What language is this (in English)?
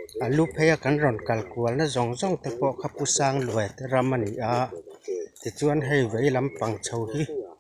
Mizo